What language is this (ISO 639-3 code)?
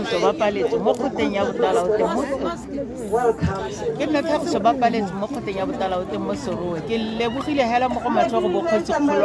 tsn